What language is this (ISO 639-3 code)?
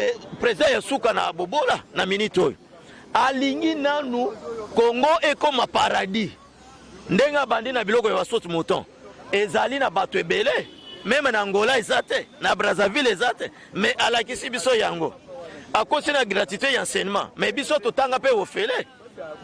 lin